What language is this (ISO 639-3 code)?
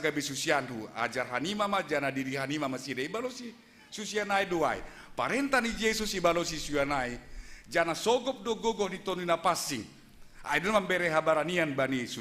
bts